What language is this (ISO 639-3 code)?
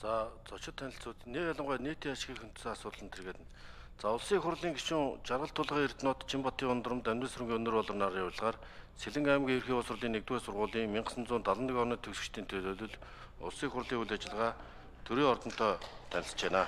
mon